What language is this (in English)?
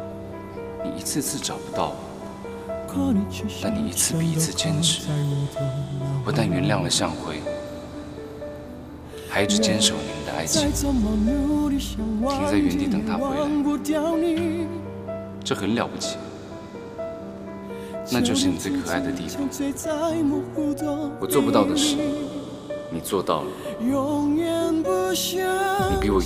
Chinese